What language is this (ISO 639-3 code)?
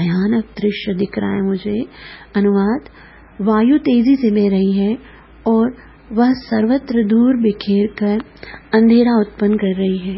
hin